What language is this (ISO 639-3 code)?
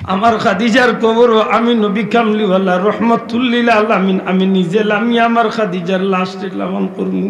syl